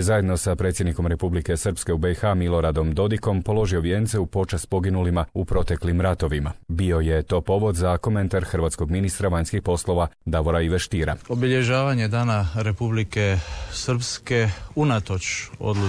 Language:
Croatian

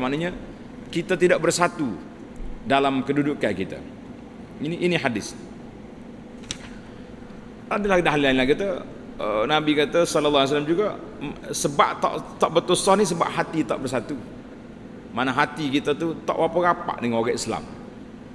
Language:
Malay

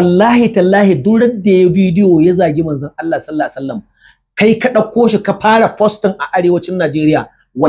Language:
Hausa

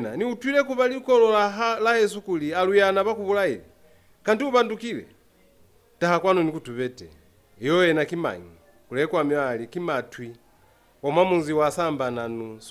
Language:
Lozi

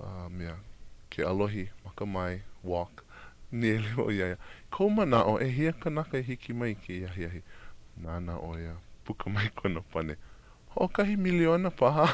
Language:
Hawaiian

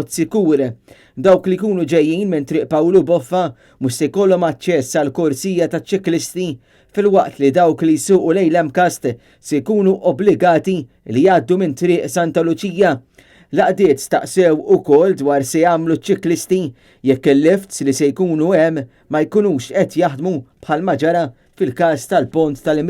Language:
Maltese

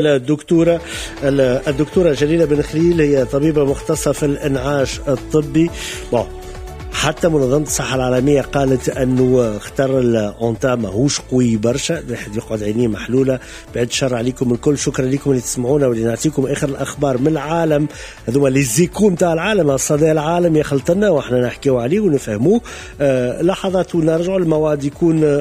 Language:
Tunisian Arabic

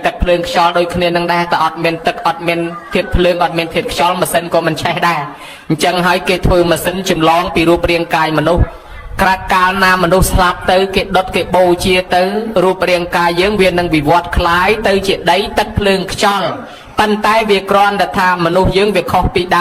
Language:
Khmer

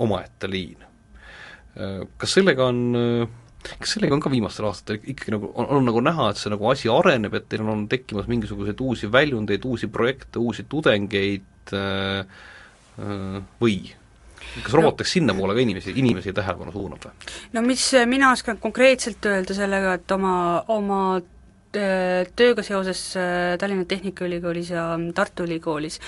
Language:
Estonian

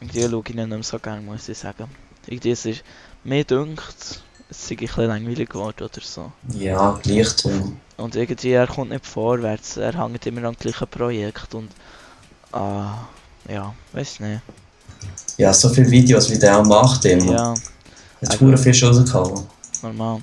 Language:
Swiss German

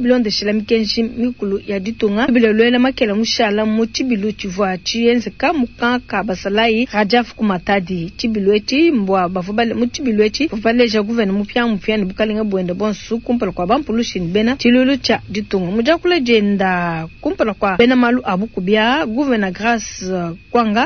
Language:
Luba-Lulua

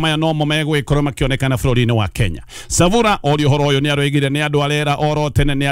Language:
Kikuyu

